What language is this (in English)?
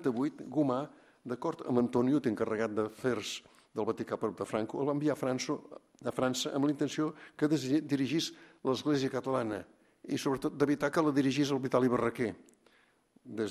Catalan